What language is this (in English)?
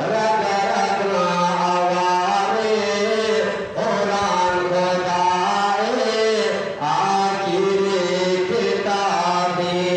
Eastern Balochi